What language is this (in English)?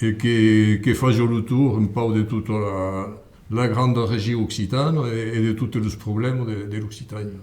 Occitan